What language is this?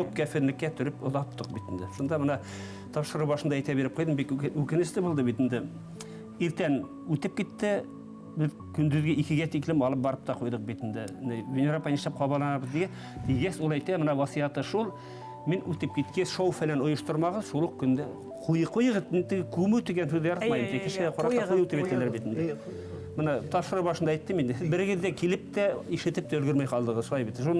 Bashkir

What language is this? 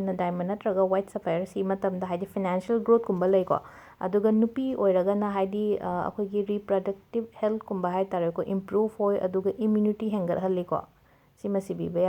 Manipuri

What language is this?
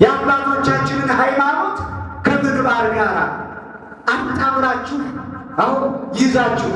Amharic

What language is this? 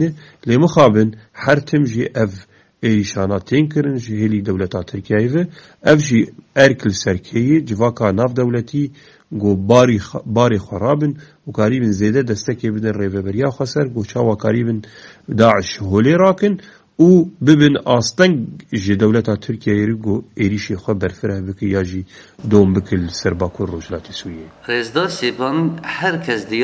Kurdish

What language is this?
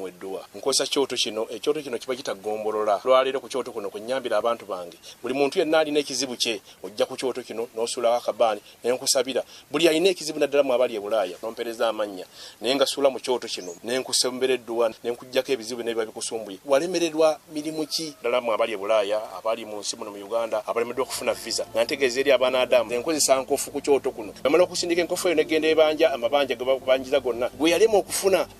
Ganda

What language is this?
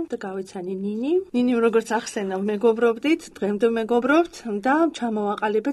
Georgian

